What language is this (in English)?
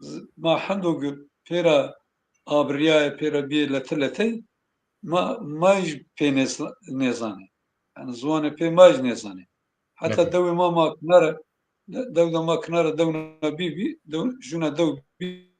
Zaza